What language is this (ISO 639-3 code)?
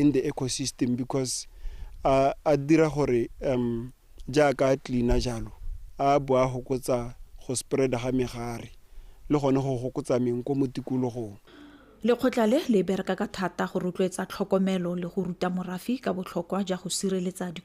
tsn